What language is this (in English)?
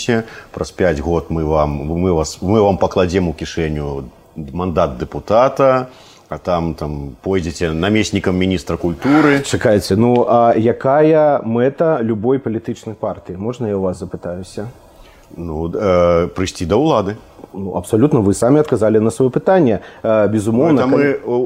Belarusian